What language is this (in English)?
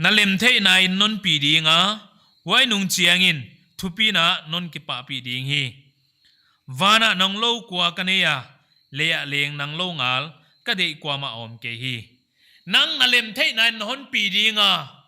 Paite Chin